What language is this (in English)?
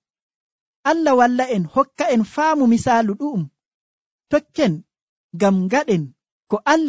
Nigerian Fulfulde